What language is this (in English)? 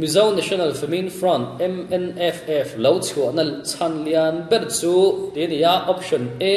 Mizo